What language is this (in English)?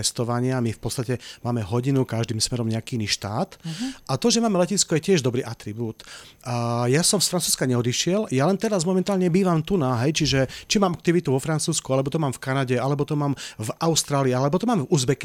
Slovak